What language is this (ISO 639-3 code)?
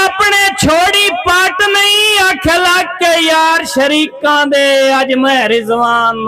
skr